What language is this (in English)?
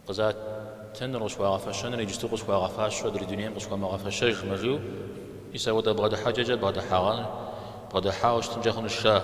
Kabardian